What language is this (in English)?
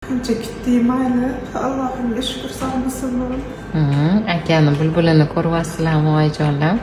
Uzbek